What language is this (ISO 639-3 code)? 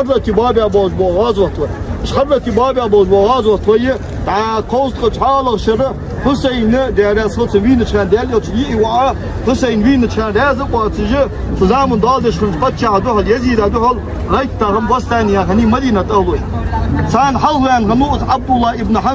inh